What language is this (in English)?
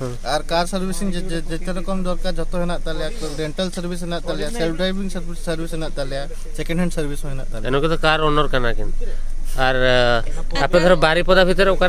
Santali